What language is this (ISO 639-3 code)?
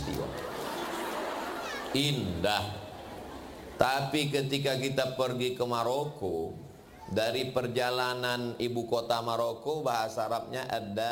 ind